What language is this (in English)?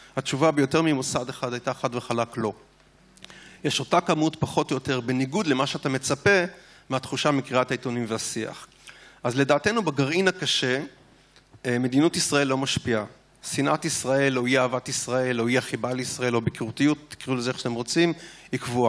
Hebrew